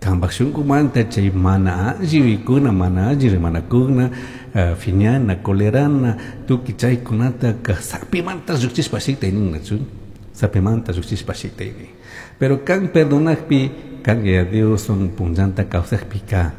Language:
Chimborazo Highland Quichua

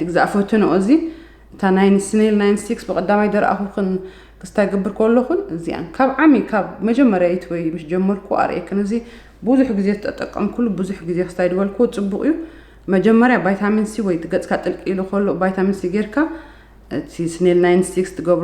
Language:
Tigrinya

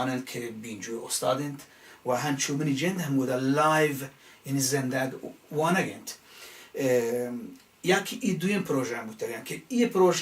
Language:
Baluchi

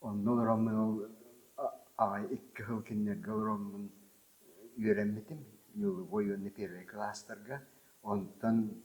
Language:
Yakut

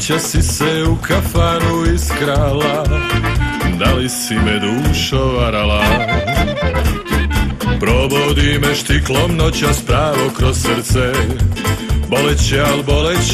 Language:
Serbian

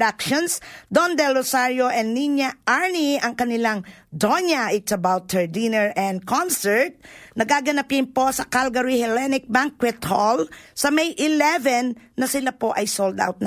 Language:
Filipino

